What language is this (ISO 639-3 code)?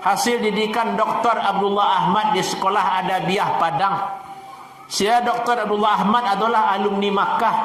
min